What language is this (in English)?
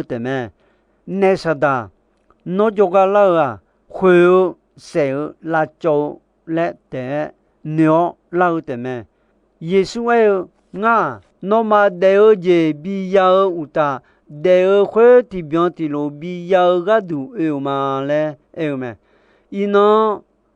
Akha